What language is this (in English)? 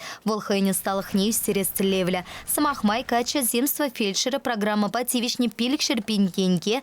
Chuvash